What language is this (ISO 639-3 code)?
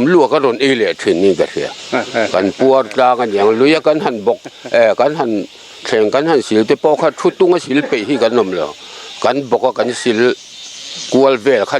lus